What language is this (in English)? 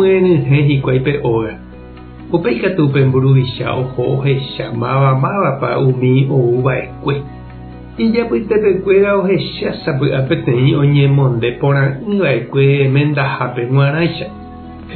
Guarani